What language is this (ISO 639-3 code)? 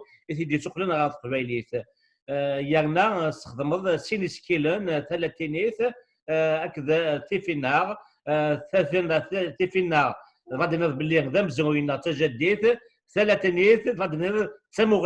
kab